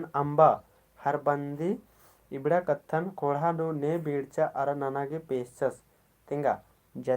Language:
Kurukh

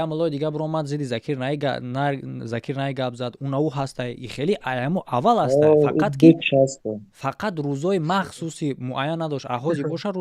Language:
Tajik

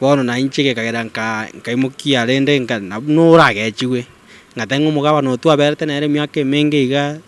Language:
Gusii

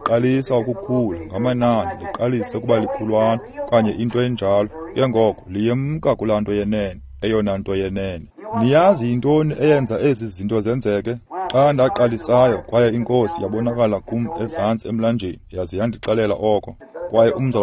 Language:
Xhosa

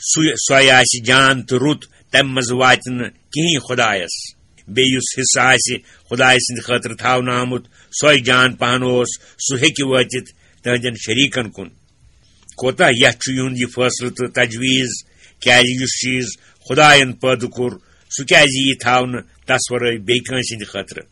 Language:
Kashmiri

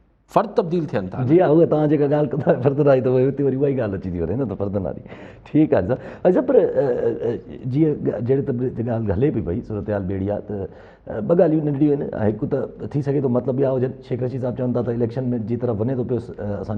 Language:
Sindhi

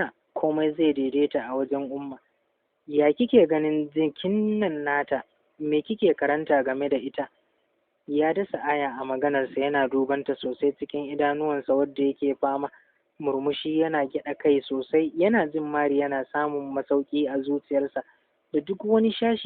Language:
Hausa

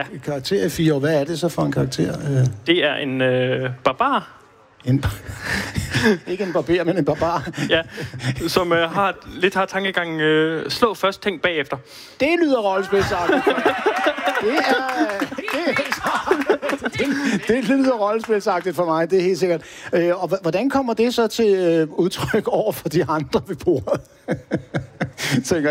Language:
Danish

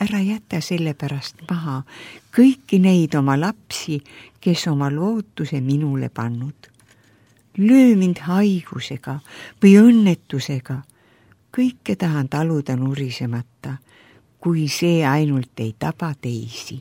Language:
Estonian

